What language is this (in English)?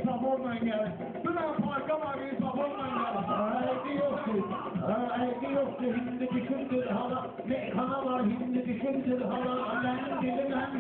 Azerbaijani